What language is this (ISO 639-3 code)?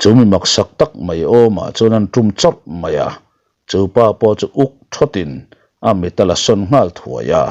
lus